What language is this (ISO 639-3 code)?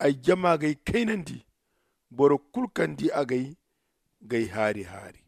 dje